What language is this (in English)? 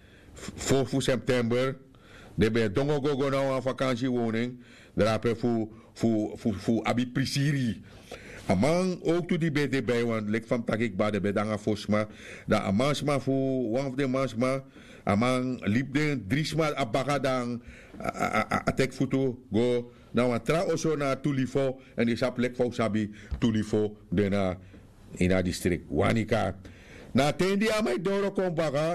Sranan Tongo